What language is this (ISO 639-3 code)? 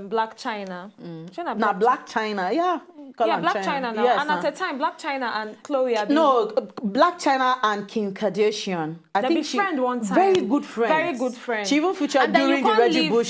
pcm